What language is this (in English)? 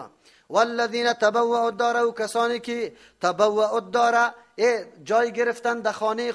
Persian